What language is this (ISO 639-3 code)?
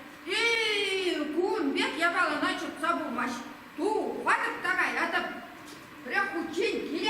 chv